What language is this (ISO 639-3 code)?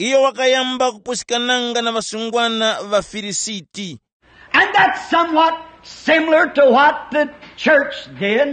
tum